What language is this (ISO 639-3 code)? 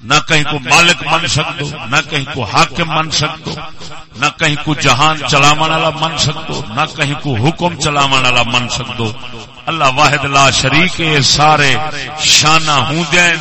skr